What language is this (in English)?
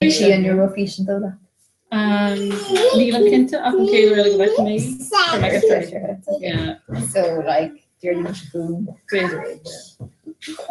Irish